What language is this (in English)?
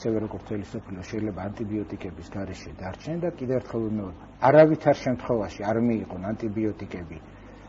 Georgian